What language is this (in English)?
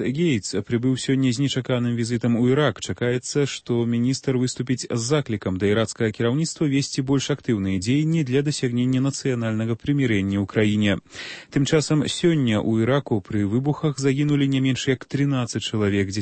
Belarusian